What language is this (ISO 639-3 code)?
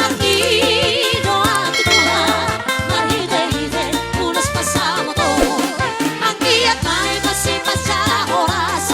bbc